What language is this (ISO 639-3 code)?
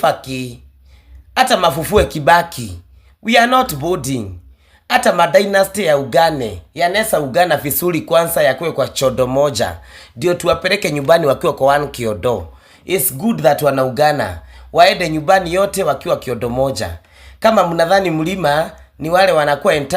kik